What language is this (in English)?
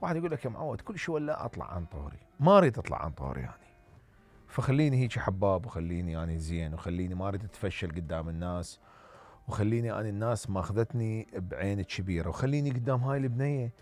Mesopotamian Arabic